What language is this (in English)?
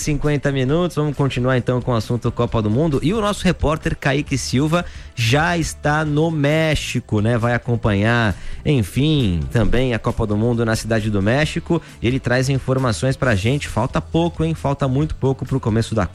Portuguese